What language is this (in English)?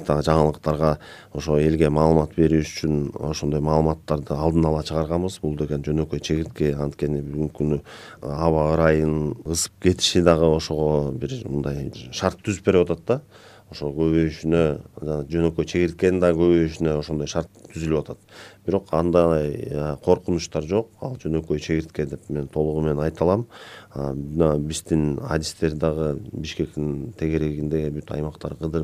Kyrgyz